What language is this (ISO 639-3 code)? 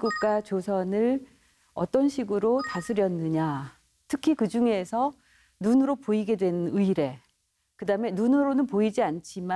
kor